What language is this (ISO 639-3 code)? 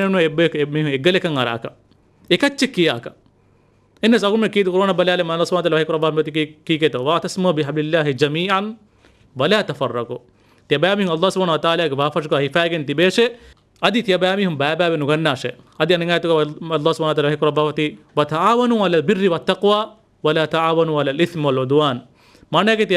div